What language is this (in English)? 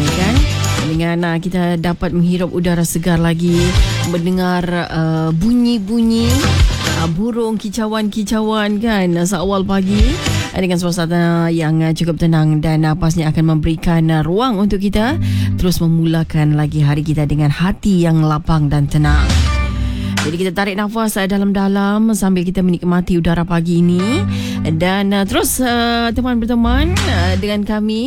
Malay